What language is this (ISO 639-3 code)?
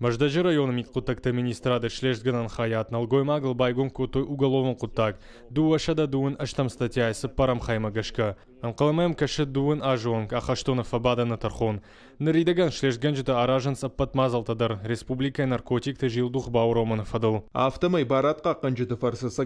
oss